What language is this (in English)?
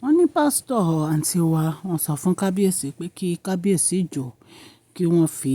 Yoruba